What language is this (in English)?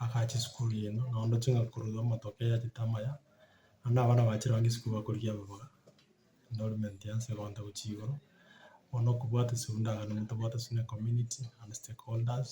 Gusii